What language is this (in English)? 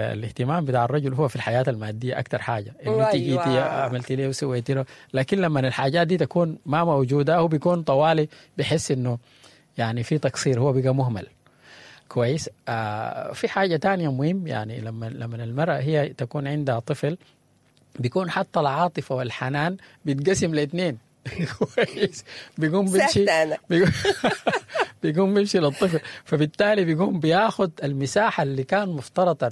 Sudanese Arabic